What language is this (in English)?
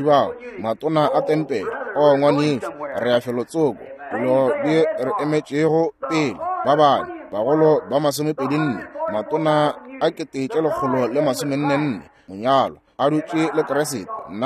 Northern Sotho